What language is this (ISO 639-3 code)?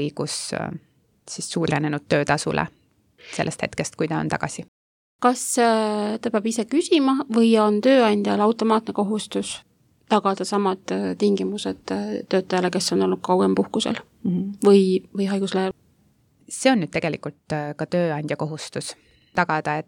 est